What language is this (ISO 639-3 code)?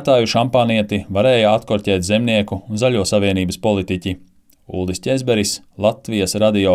lav